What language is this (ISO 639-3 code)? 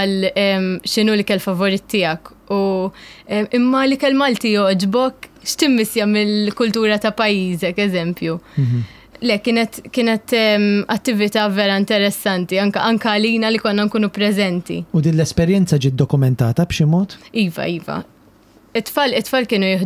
mlt